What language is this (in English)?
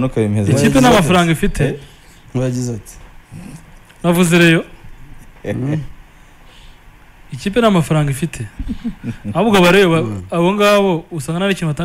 Kinyarwanda